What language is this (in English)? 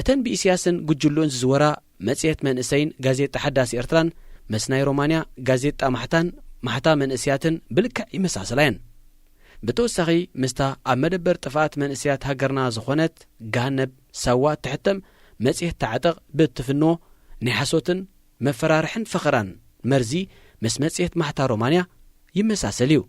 Tigrinya